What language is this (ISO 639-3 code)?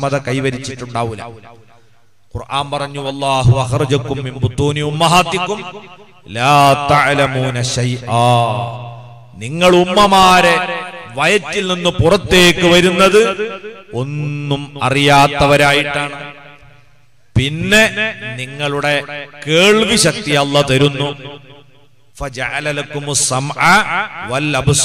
mal